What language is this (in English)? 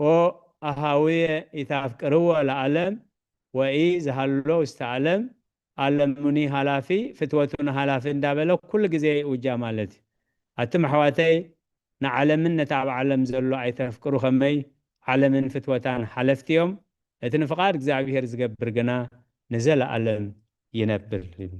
Tigrinya